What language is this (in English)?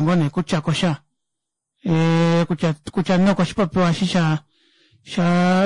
Kuanyama